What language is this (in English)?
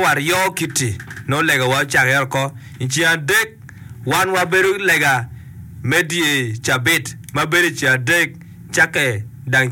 Acoli